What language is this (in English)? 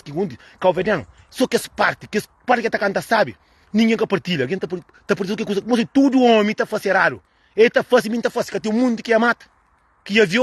Kabuverdianu